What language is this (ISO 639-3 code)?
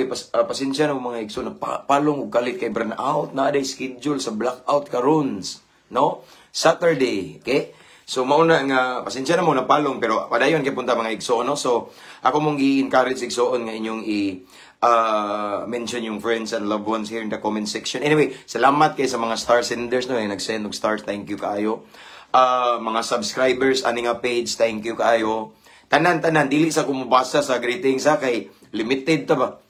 ceb